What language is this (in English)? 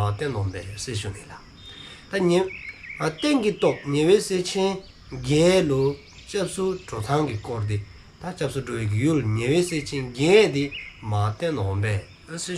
Dzongkha